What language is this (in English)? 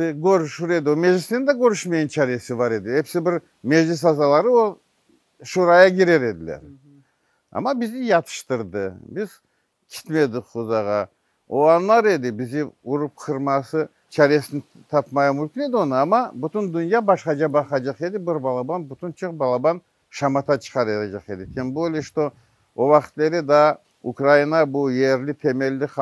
Crimean Tatar